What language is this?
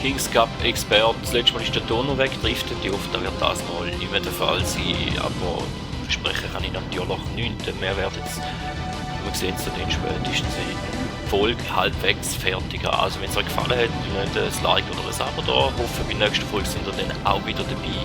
Swiss German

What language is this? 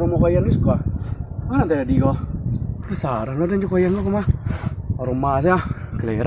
Minangkabau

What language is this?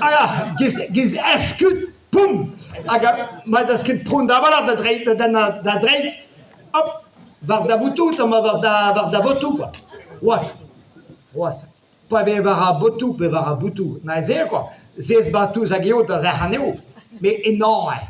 Breton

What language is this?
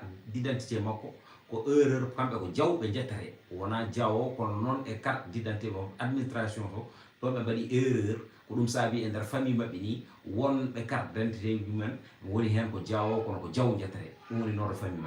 Fula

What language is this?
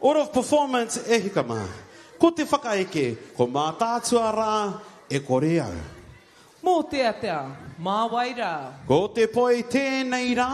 Māori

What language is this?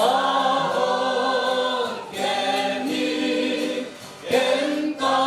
Tedim Chin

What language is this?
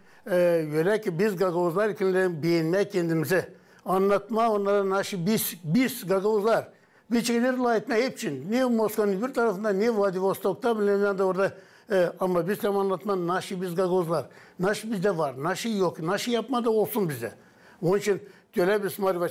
Gagauz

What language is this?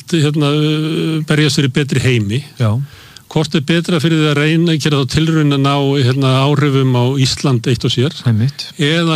Icelandic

